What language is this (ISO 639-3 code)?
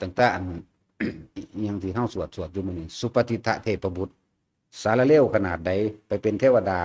lao